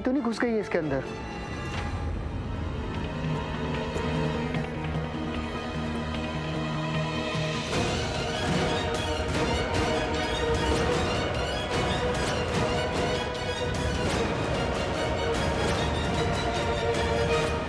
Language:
Hindi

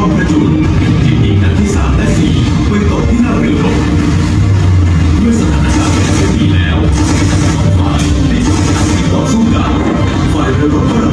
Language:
Thai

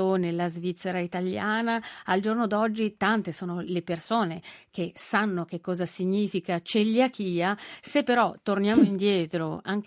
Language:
Italian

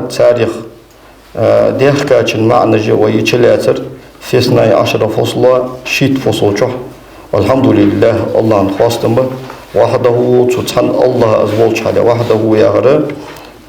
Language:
Ingush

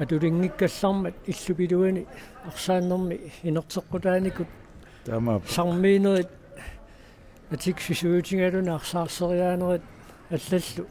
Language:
Kalaallisut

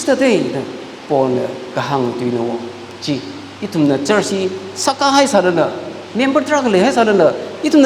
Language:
Tangkhul Naga (India)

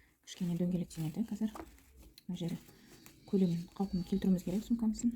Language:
Kazakh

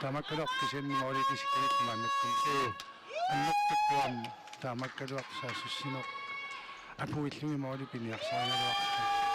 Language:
Kalaallisut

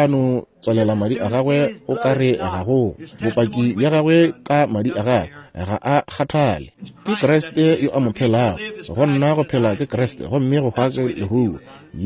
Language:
Northern Sotho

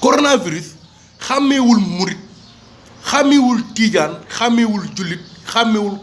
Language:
Wolof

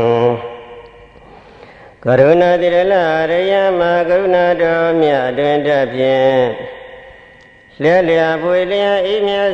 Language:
Burmese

